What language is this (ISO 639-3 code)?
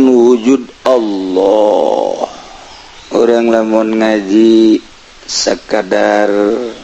sun